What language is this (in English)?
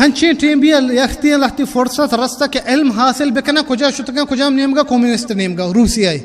Baluchi